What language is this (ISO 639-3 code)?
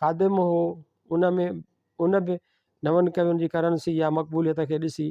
snd